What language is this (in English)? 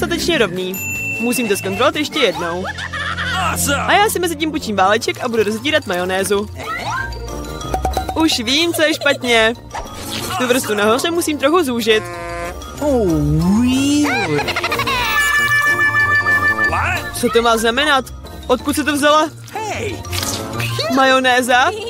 Czech